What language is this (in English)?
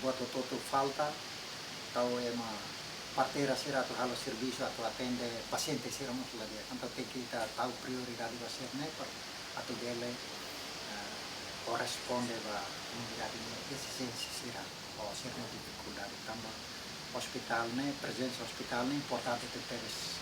Tetum